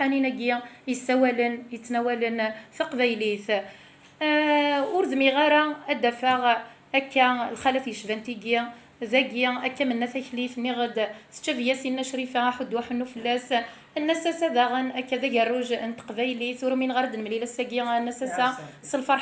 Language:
Kabyle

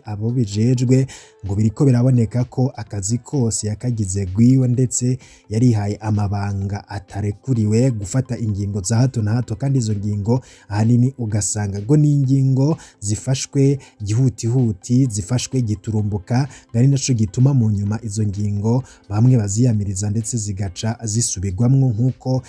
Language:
Rundi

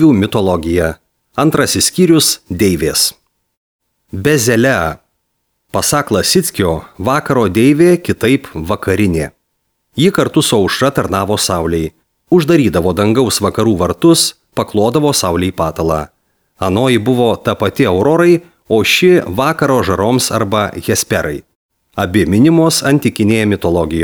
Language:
Lithuanian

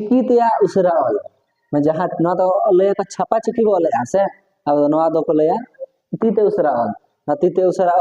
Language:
Santali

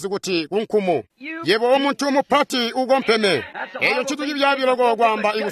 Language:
Tonga (Zambia)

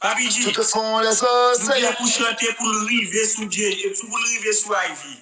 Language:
Haitian Creole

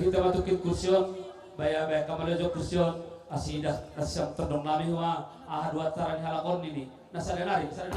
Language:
Batak Simalungun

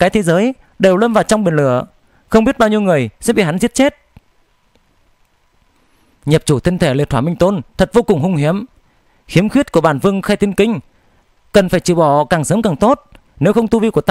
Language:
Vietnamese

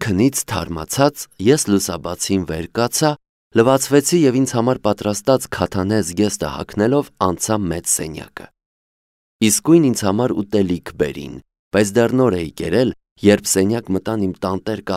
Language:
Armenian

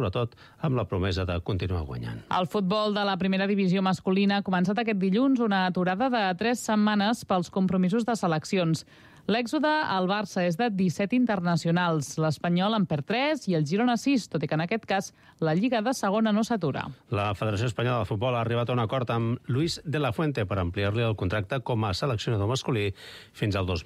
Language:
Catalan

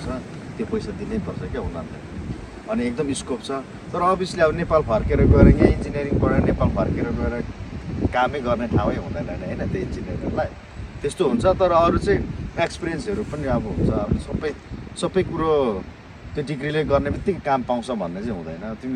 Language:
Nepali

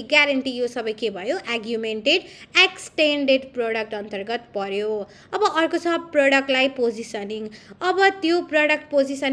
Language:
Nepali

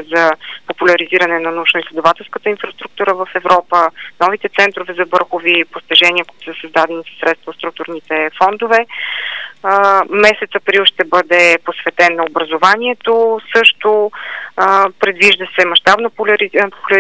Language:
Bulgarian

